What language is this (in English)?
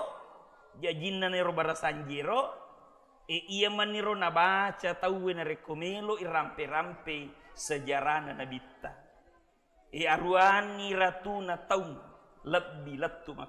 Buginese